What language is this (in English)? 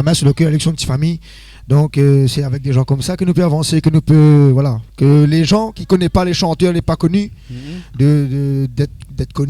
Réunion Creole French